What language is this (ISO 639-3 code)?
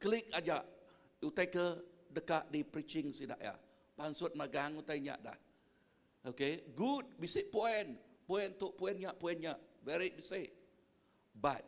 iba